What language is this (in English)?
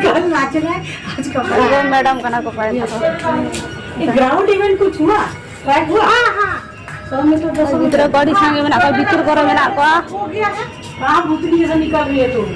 Santali